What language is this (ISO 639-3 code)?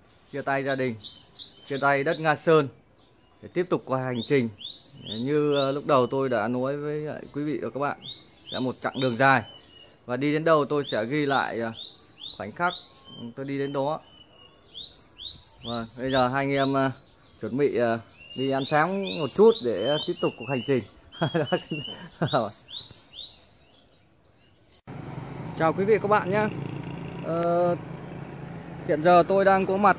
vie